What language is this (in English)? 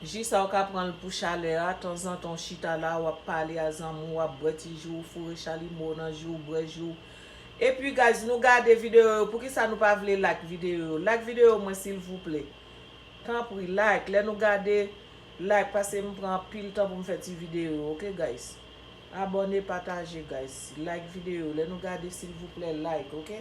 Haitian Creole